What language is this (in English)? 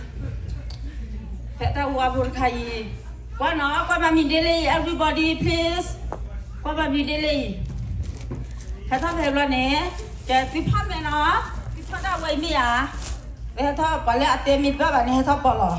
S'gaw Karen